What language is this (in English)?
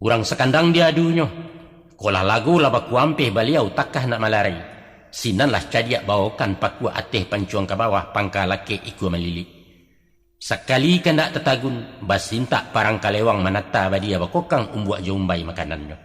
Minangkabau